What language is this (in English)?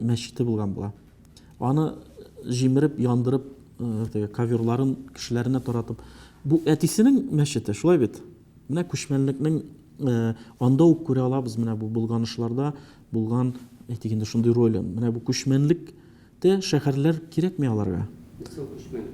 Tatar